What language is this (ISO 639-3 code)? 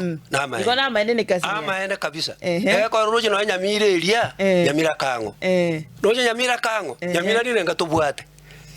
guz